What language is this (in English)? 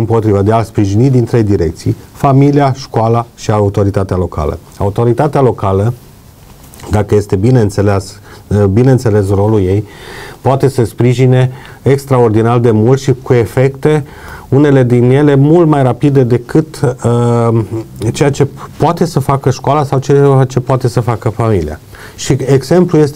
Romanian